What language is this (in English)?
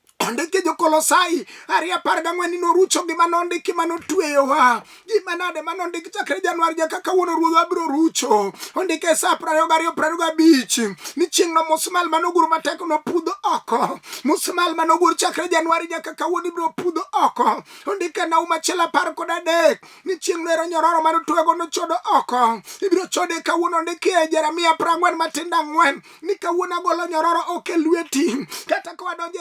Luo (Kenya and Tanzania)